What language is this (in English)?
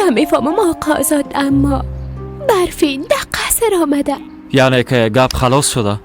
Persian